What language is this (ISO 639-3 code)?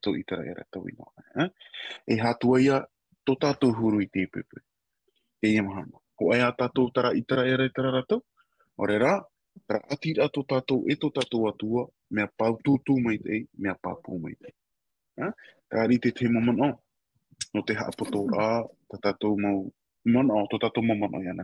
tah